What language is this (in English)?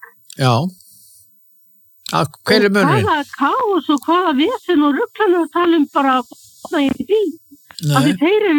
Icelandic